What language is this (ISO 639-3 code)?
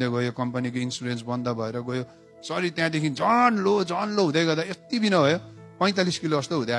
nep